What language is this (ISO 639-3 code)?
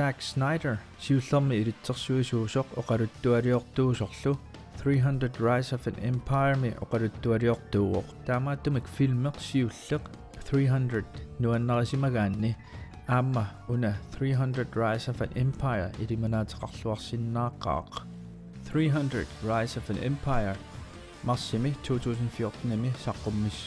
kal